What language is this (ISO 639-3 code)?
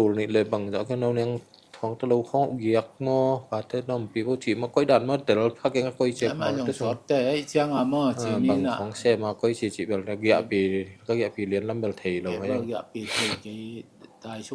ctd